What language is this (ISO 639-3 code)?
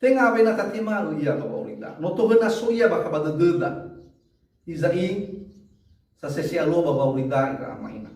nia